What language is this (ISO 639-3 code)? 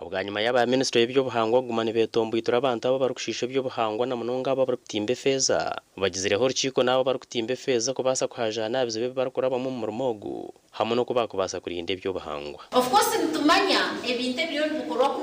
nyn